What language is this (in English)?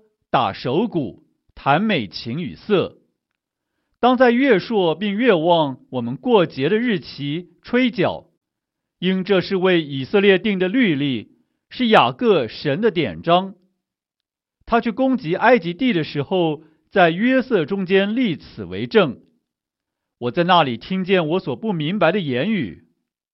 Chinese